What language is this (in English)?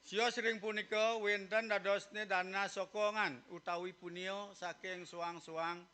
Balinese